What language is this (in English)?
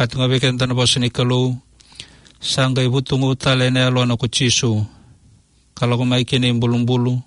Fijian